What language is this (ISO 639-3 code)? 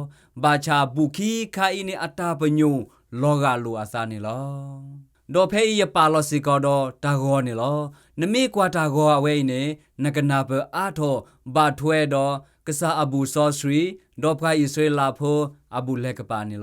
ksw